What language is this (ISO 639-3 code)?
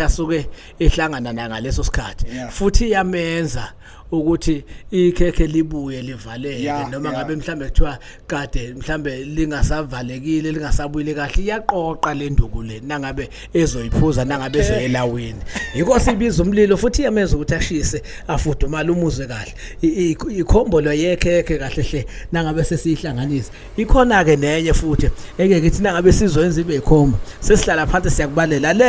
zul